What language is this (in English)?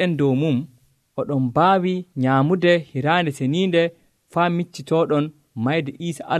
Nigerian Fulfulde